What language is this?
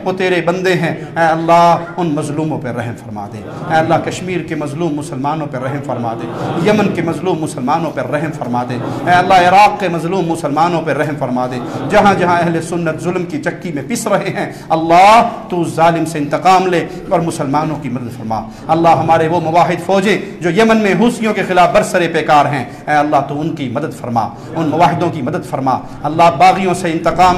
Urdu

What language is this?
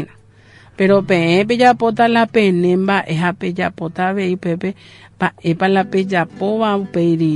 Guarani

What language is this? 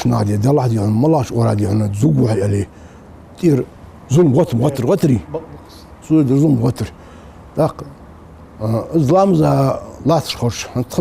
Ingush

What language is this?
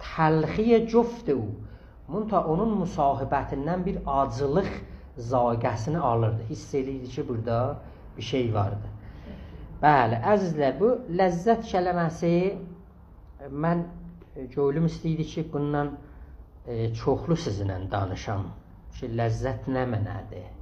South Azerbaijani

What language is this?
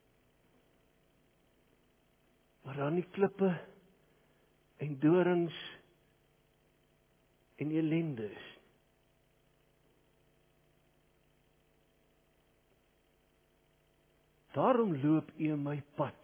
Afrikaans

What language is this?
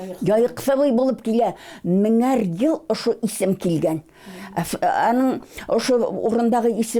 Bashkir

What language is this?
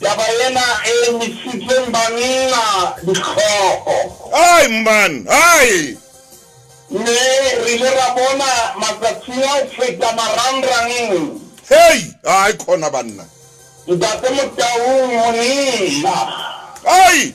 Southern Sotho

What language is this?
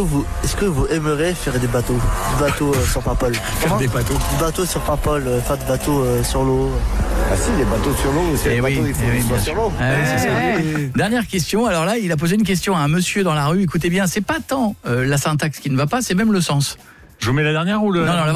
French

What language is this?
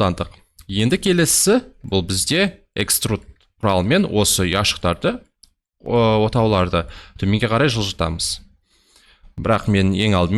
Kazakh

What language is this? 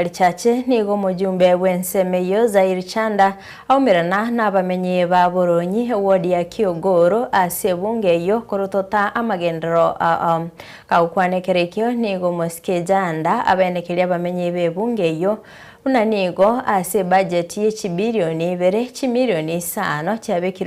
Gusii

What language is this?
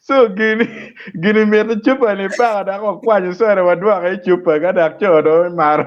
Acoli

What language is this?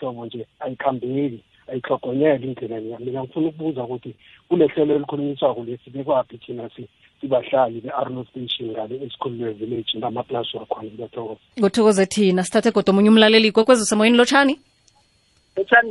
South Ndebele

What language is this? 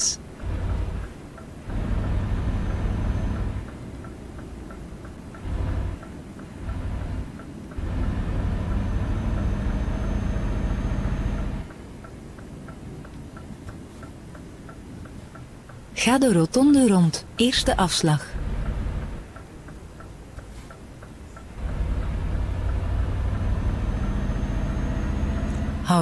Dutch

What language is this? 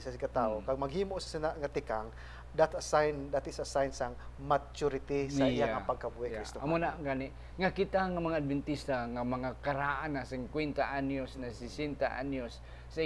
Hiligaynon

